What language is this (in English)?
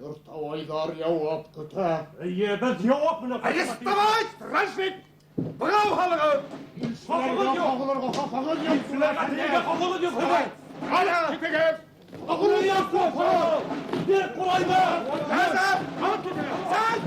Bashkir